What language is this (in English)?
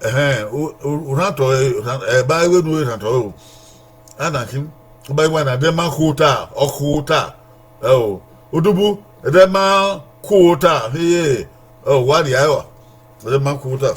Bini